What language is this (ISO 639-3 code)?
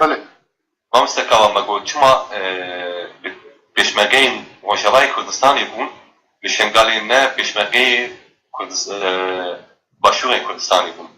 kur